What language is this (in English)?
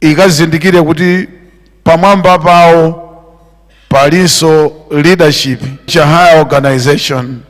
Nyanja